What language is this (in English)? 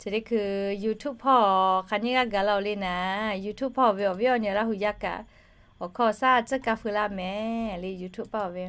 Lahu